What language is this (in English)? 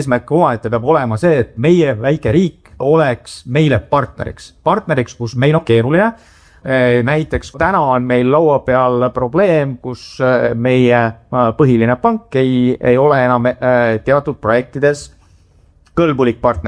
Estonian